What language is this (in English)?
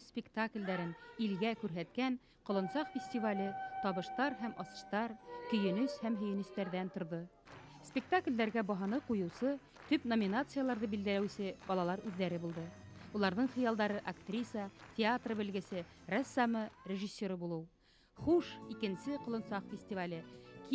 Bashkir